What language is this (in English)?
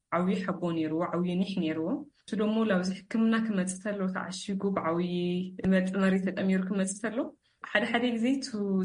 Tigrinya